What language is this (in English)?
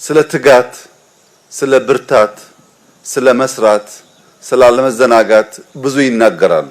Amharic